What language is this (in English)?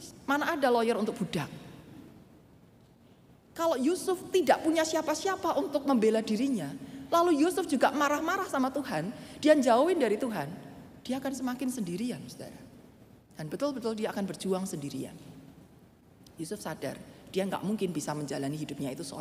Indonesian